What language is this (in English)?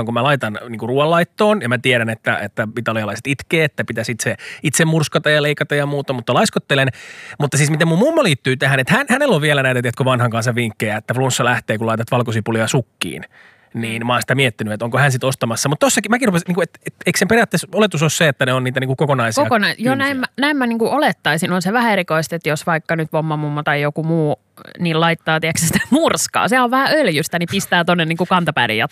Finnish